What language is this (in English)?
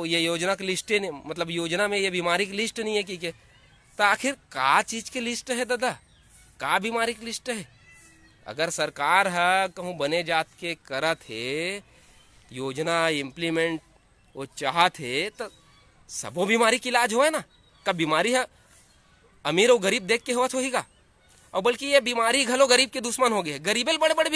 Chhattisgarhi